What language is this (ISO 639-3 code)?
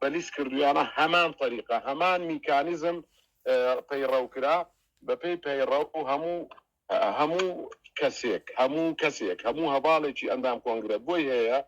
ckb